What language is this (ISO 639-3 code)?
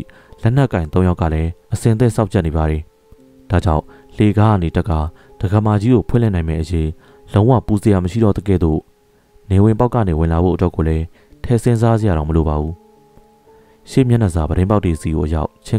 mya